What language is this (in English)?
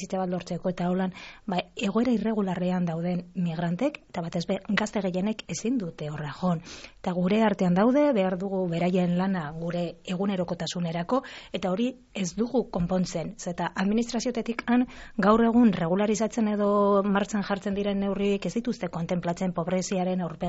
Basque